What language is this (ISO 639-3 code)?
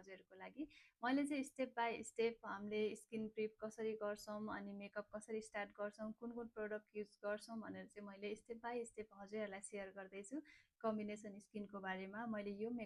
nep